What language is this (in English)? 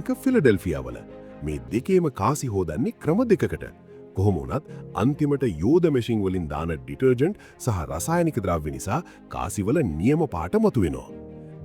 Sinhala